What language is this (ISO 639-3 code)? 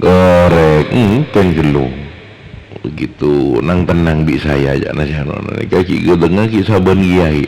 mad